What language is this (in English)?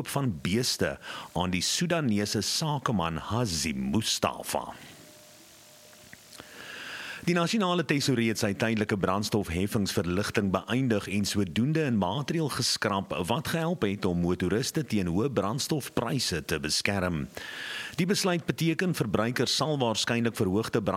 Afrikaans